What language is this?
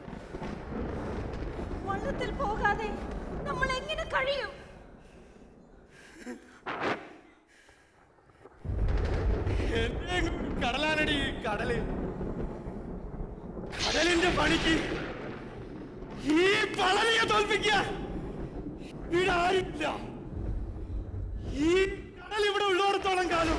Malayalam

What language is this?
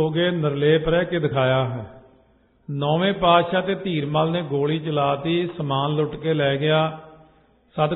Punjabi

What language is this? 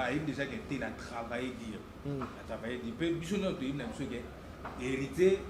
Lingala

